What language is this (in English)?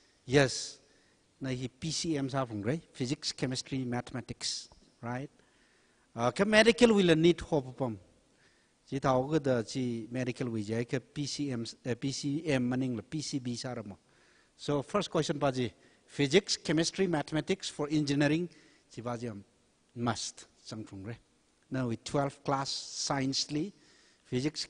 Tangkhul Naga (India)